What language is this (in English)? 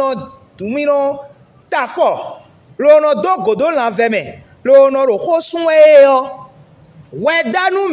Fon